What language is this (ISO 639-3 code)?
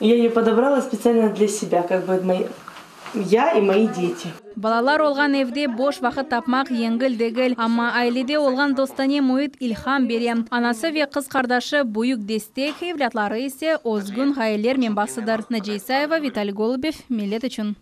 crh